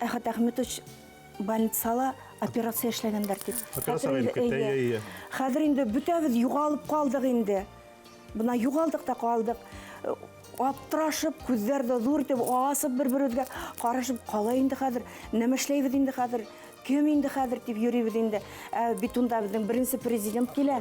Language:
Bashkir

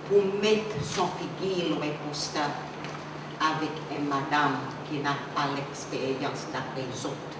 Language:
Seselwa Creole French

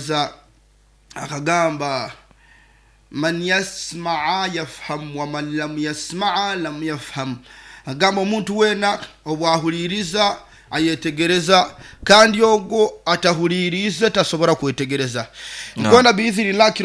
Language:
Nyoro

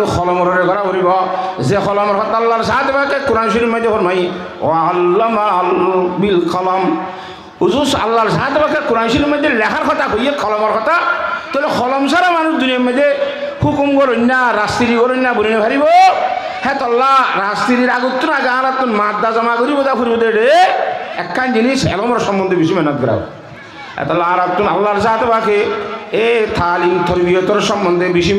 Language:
Rohingya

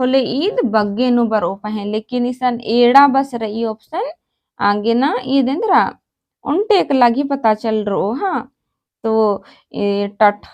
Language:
Kurukh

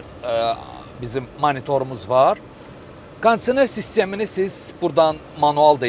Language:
Azerbaijani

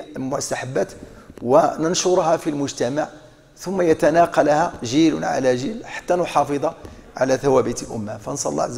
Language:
Arabic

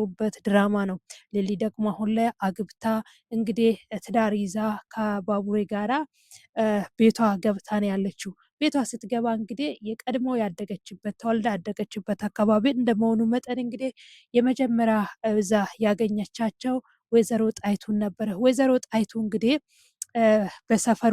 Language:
Amharic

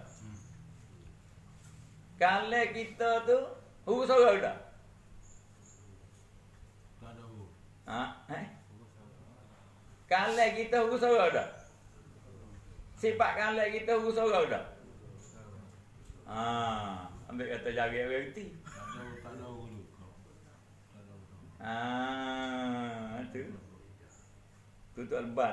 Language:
Malay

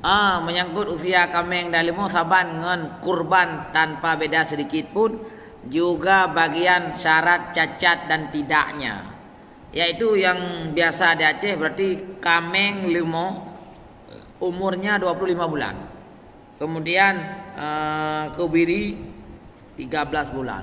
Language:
Achinese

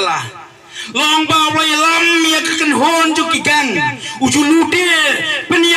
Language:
Khasi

